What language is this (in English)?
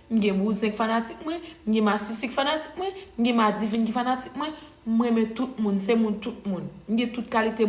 Haitian Creole